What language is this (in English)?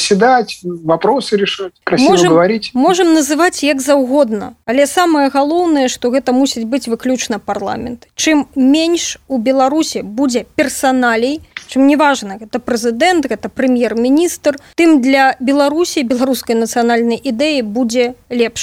Belarusian